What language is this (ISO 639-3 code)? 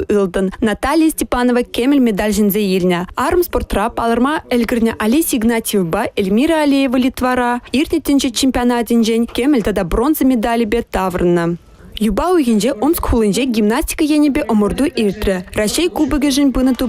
chv